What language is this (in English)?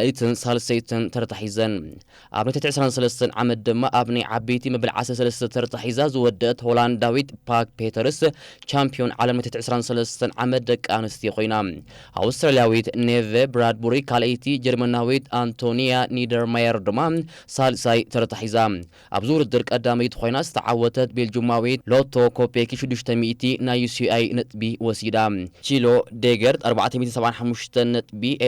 Tigrinya